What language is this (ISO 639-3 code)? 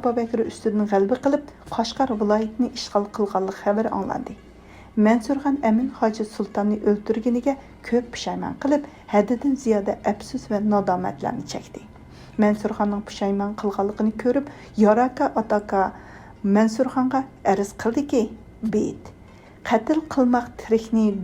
uig